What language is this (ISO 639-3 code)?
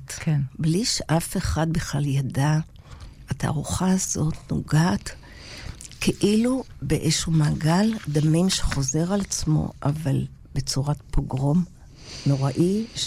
heb